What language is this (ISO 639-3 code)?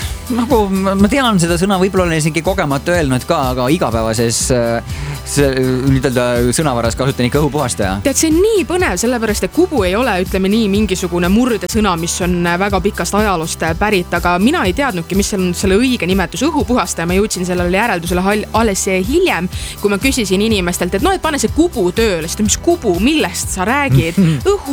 est